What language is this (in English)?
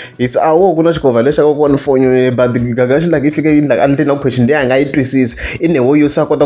Tsonga